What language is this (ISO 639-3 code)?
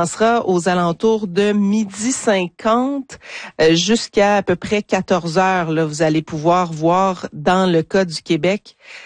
fra